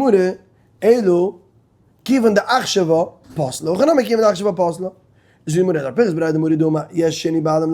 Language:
Yiddish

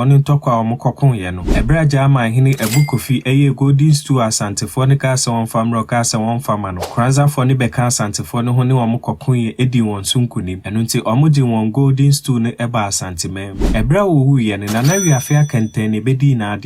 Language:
Akan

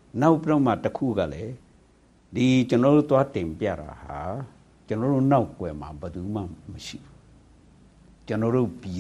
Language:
Burmese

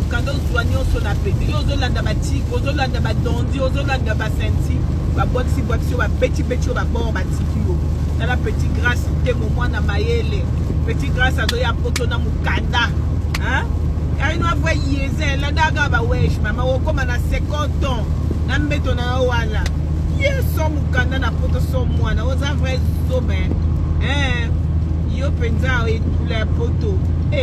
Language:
Lingala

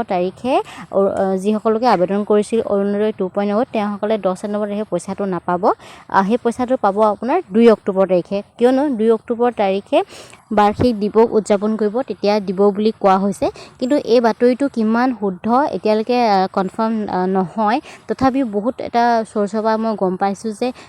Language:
Assamese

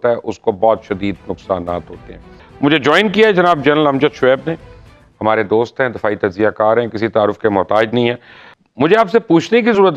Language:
Urdu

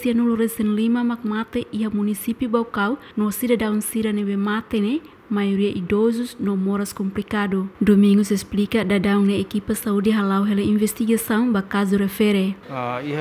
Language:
Tetum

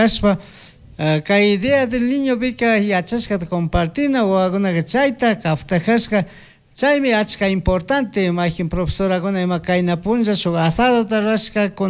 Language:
Chimborazo Highland Quichua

